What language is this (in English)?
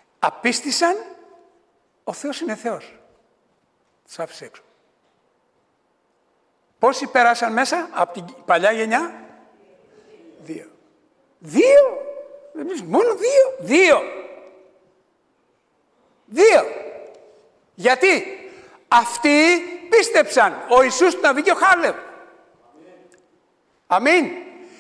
Greek